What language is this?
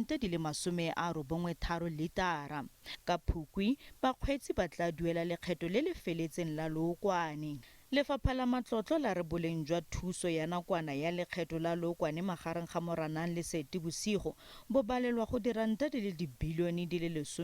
Tswana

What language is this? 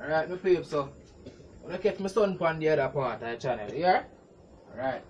Jamaican Creole English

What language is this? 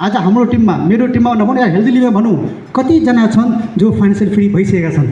Nepali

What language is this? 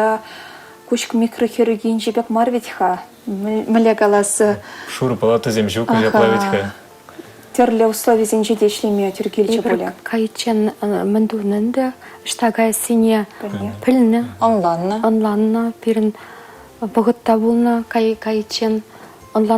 Chuvash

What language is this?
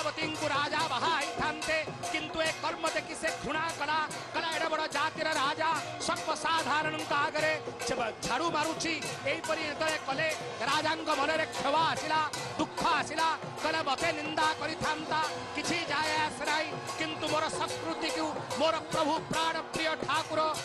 Odia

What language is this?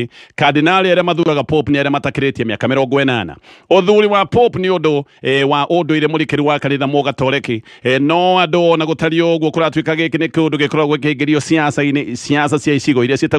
Kikuyu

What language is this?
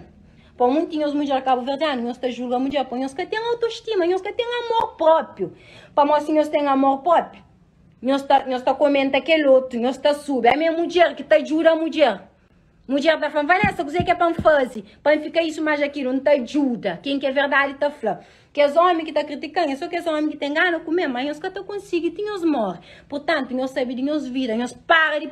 Kabuverdianu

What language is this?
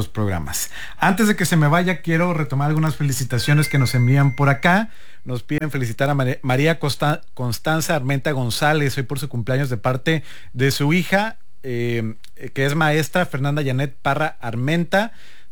Spanish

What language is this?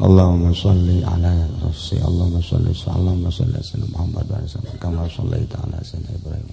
Sundanese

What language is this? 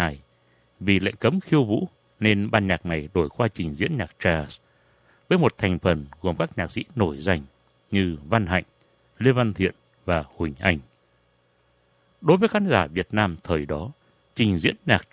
Vietnamese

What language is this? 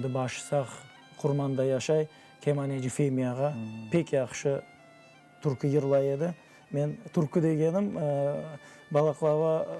Crimean Tatar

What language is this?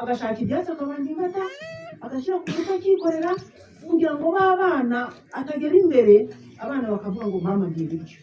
Kinyarwanda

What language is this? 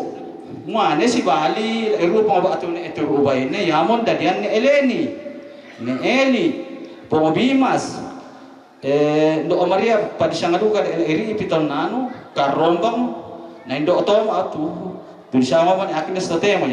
Toraja-Sa'dan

